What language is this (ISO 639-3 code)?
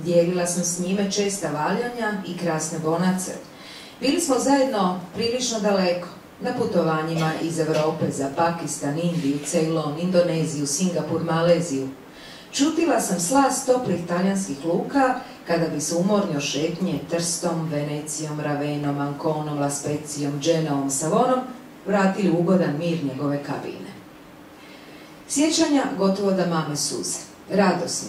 hrv